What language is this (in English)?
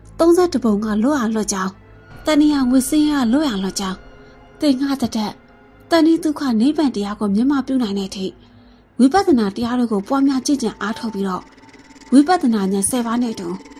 Burmese